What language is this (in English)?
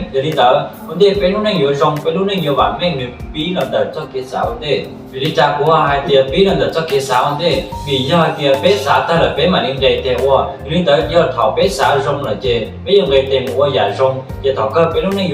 Hmong